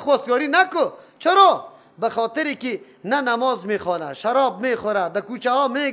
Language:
Persian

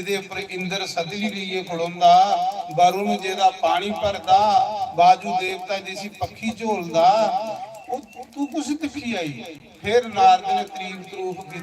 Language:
Dogri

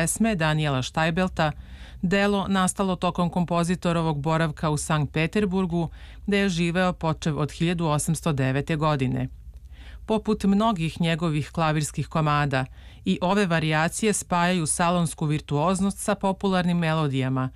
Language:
Serbian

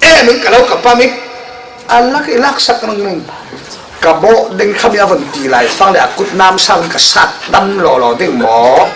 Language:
Falam Chin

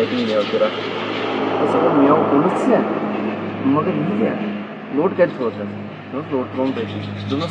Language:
Kashmiri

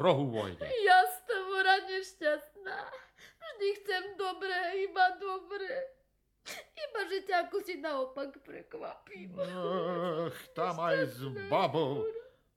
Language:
Slovak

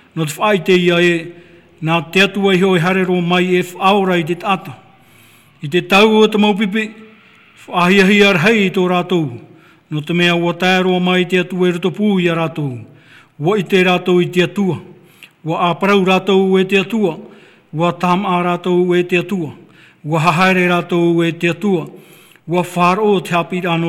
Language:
Tahitian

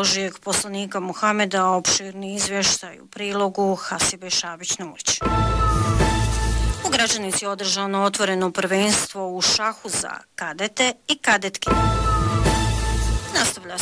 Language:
Bosnian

